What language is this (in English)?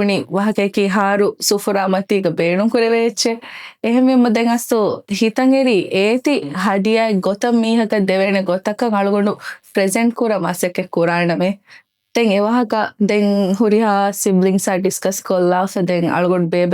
Divehi